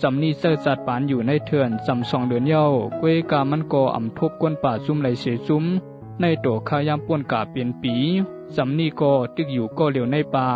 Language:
Shan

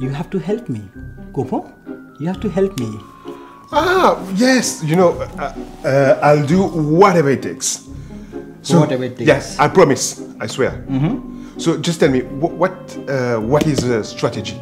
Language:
Morisyen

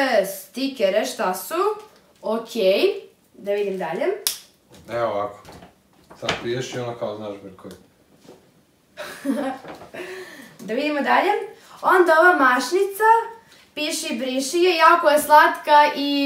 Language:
Serbian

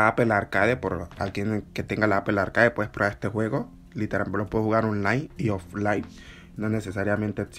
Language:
Spanish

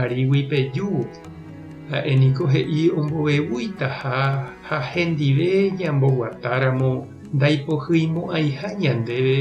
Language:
Guarani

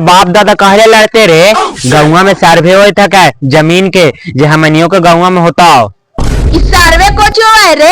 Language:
Magahi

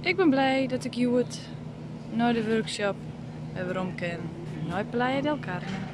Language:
Western Frisian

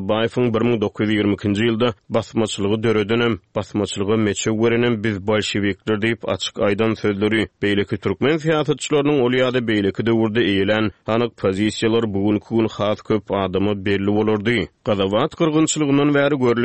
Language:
Turkmen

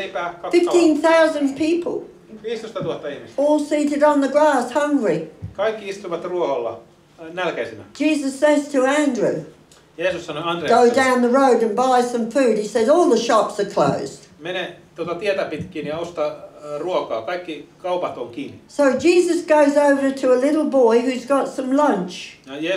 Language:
Finnish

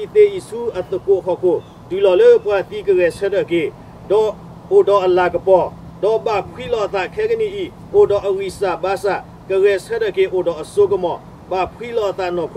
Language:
S'gaw Karen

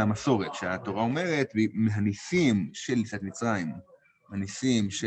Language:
Hebrew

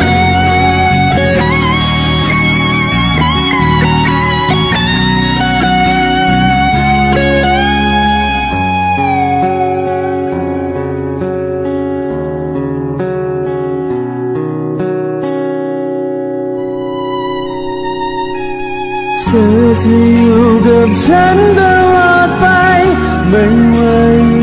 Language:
Thai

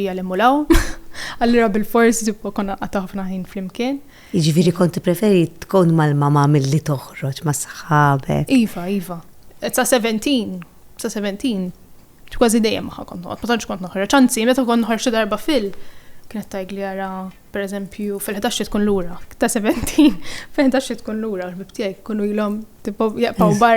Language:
Maltese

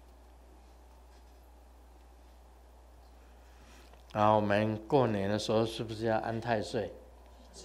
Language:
Chinese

